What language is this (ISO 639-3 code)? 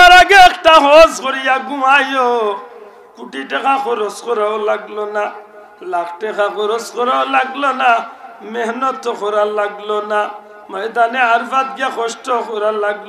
syl